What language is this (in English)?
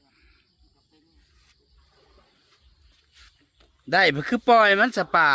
Northeastern Thai